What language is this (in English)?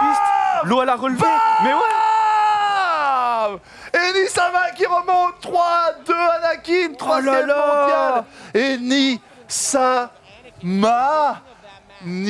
French